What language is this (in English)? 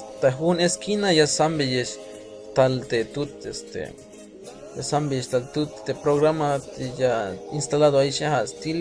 Tzeltal